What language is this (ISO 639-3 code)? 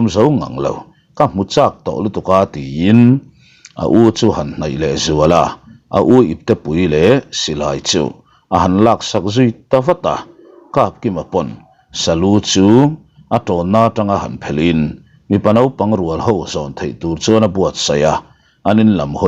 lus